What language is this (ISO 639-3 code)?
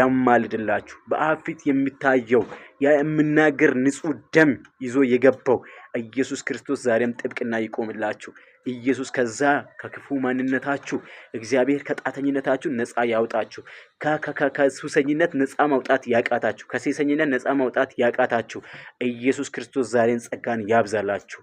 amh